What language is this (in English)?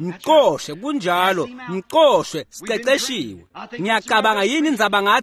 Swati